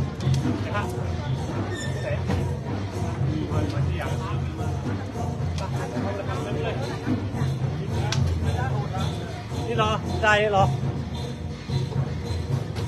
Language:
Thai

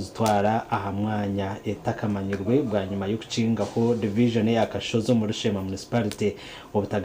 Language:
Nyankole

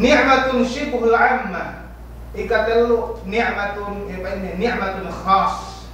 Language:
Yakan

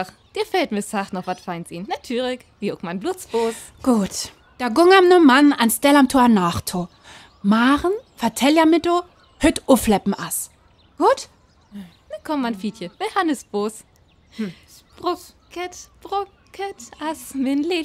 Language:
Northern Frisian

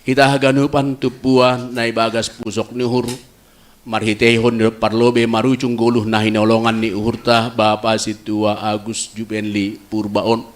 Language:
Batak Simalungun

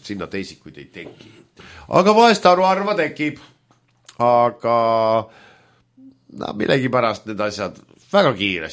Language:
Estonian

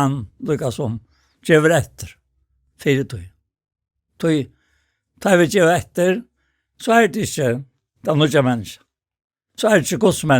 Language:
Faroese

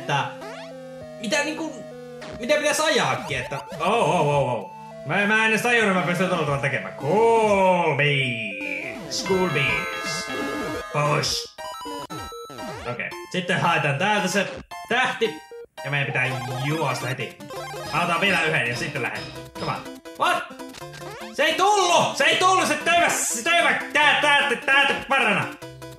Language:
Finnish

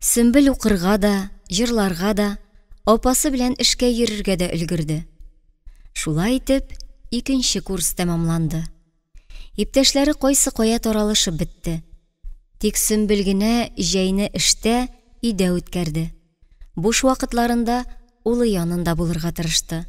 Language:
Tatar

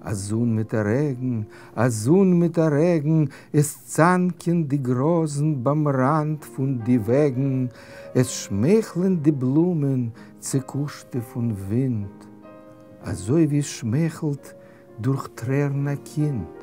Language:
Yiddish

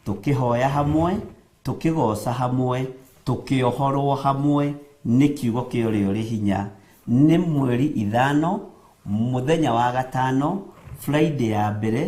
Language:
Kikuyu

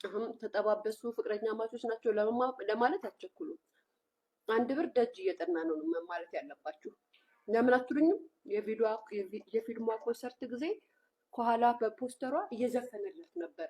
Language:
Amharic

